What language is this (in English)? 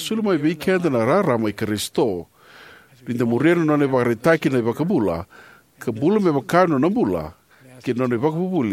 Fijian